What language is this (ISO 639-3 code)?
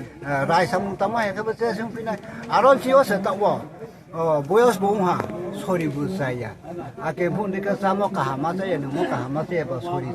ria